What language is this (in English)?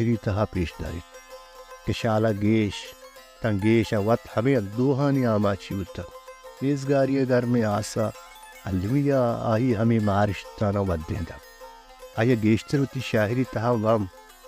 Baluchi